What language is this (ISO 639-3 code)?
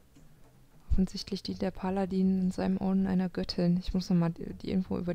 deu